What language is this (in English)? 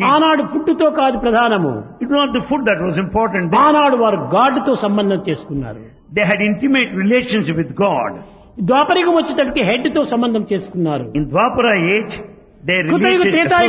Telugu